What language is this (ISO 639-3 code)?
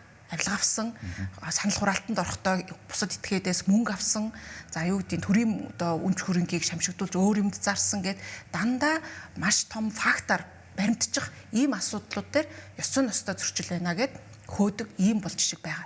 mon